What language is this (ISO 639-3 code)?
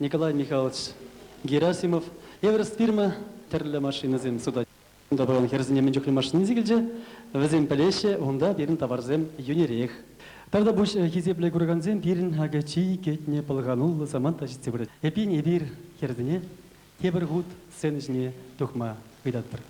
chv